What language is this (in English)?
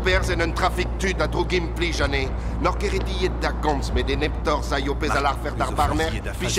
Breton